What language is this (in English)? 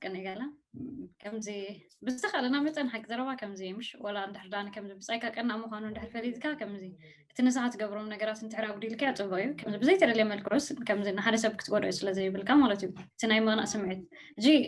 Tigrinya